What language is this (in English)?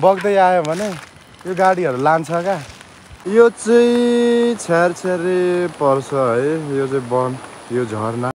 Nepali